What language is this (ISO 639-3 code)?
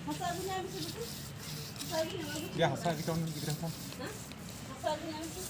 sat